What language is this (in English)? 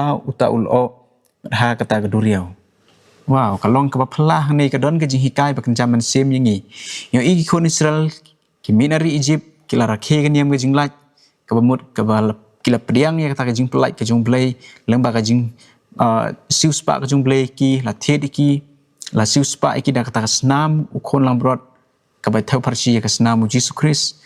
Khasi